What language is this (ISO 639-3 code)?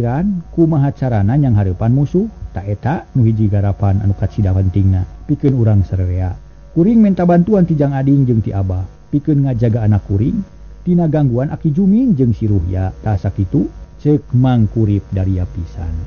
sun